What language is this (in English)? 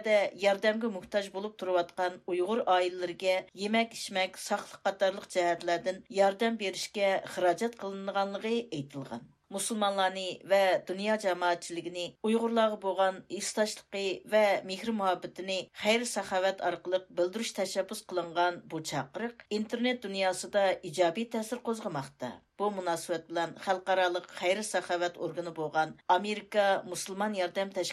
Uyghur